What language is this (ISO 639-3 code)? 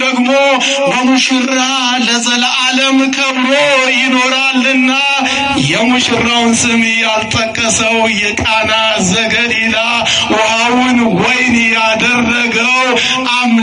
amh